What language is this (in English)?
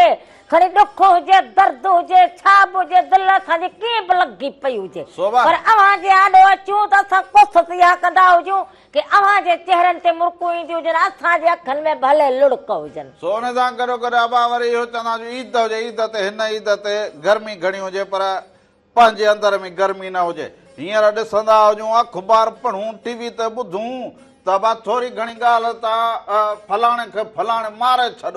Sindhi